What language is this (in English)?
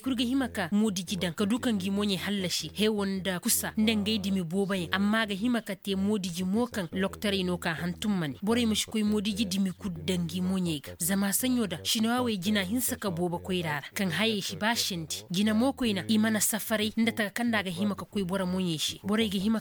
Koyraboro Senni